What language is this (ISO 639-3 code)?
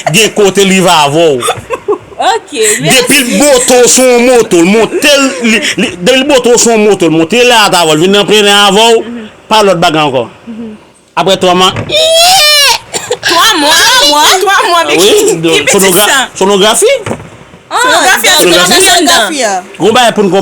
hat